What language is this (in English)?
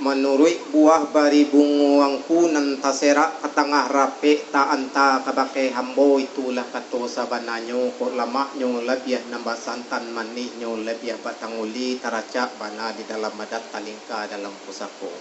Minangkabau